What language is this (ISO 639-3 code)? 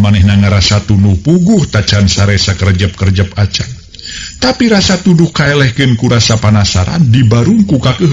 sun